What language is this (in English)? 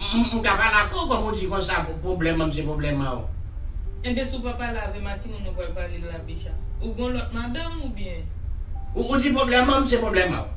Haitian Creole